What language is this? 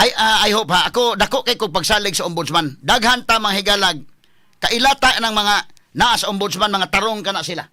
Cebuano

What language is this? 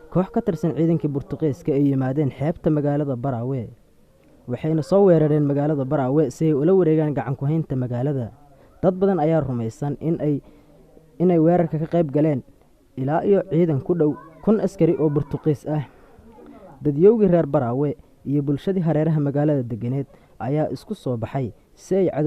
Somali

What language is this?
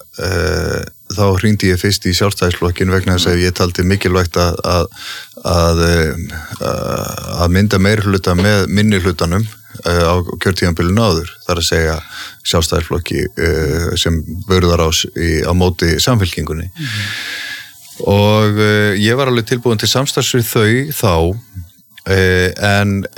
Icelandic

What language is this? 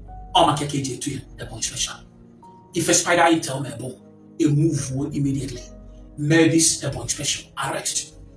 Igbo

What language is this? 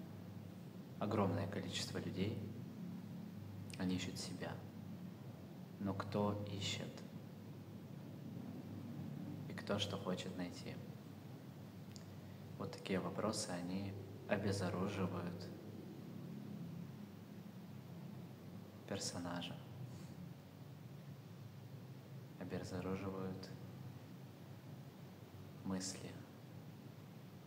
Russian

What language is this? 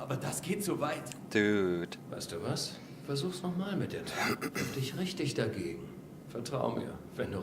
Swiss German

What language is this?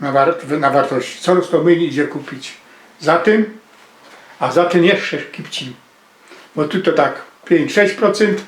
Silesian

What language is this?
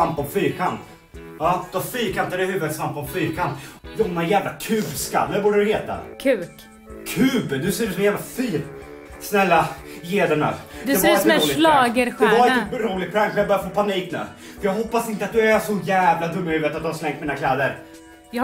Swedish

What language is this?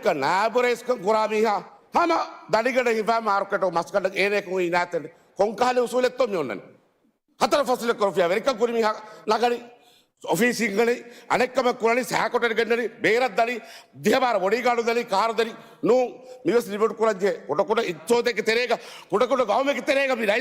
Divehi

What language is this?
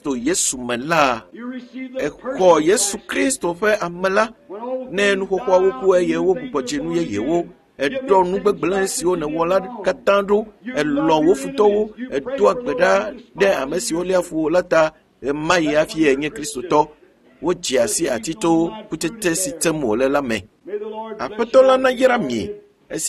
Ewe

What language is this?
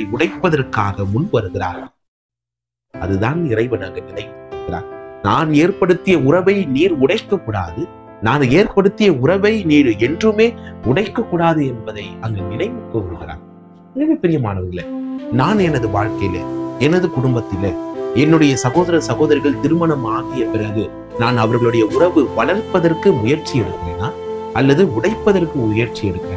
Tamil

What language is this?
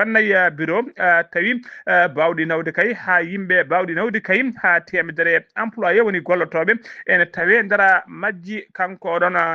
Fula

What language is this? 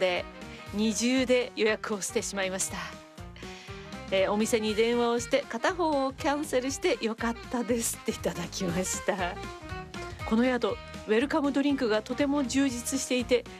Japanese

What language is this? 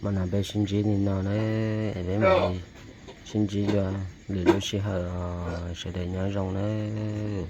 Hmong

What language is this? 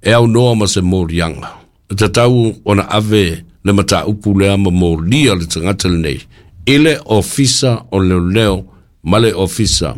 Samoan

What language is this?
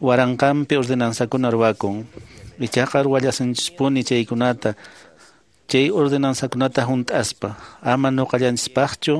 Quechua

